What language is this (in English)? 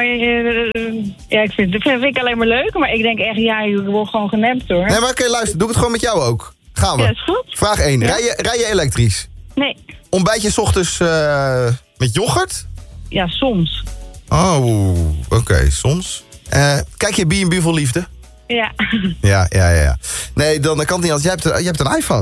Dutch